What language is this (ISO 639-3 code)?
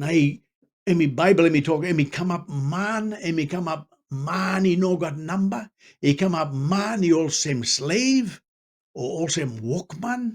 tpi